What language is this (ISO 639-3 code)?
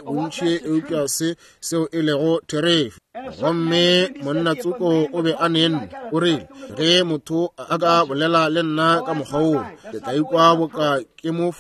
nso